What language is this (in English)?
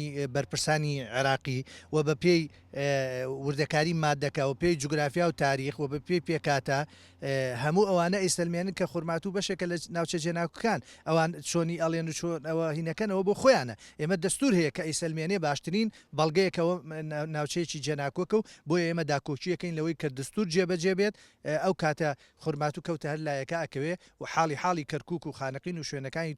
Central Kurdish